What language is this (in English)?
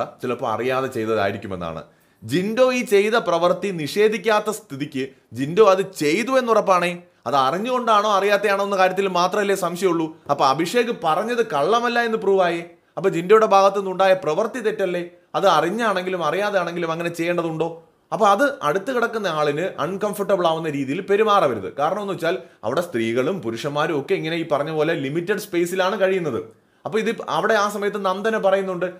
Malayalam